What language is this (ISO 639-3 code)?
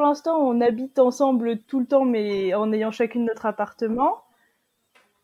fra